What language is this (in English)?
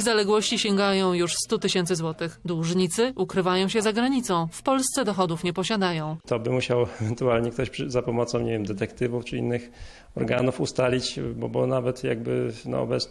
Polish